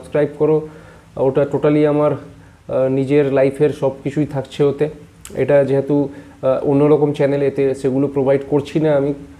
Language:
Bangla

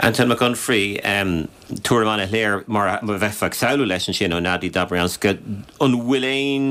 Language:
Irish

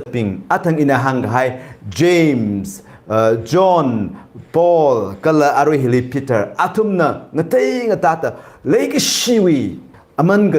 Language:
Tangkhul Naga (India)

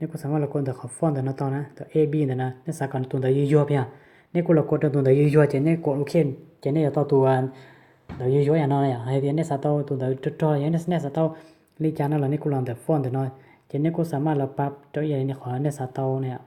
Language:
Hmong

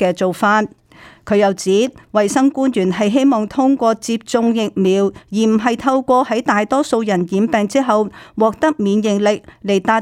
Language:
Cantonese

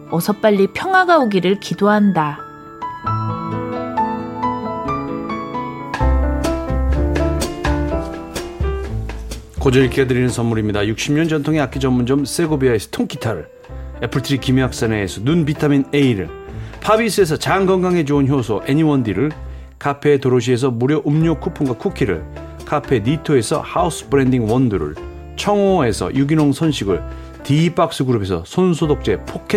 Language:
Korean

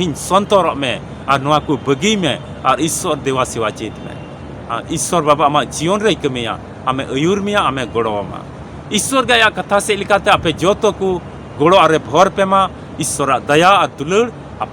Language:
Santali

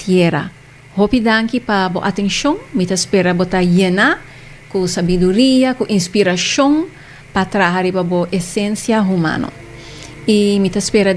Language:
Papiamento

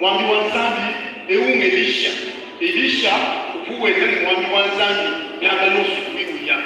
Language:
Luba-Lulua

